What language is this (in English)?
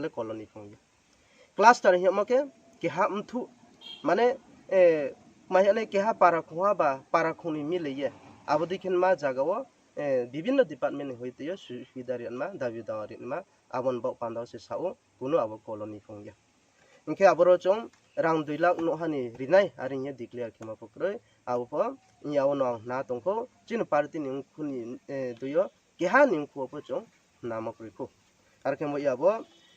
Riang (India)